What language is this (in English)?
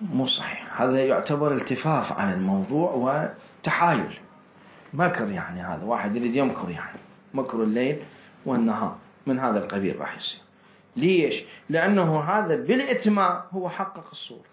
Mesopotamian Arabic